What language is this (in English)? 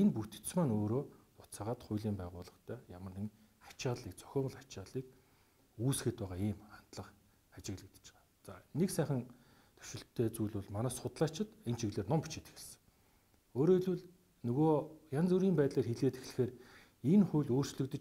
Mongolian